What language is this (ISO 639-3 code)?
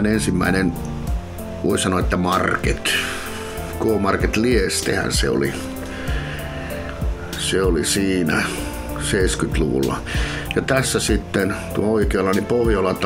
fin